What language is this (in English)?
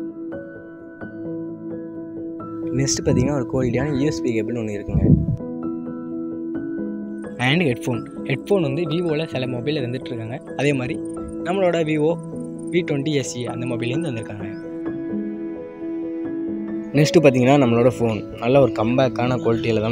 Tamil